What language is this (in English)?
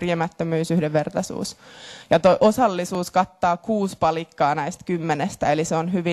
Finnish